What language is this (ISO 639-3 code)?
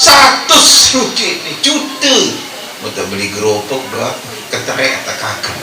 sas